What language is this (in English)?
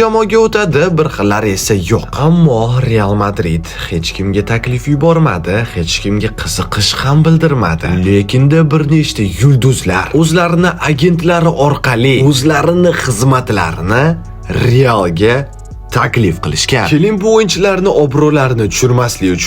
Uzbek